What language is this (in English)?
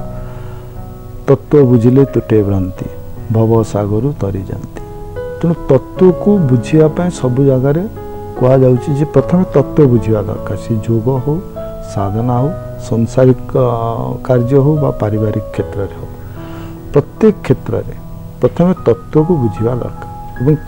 Odia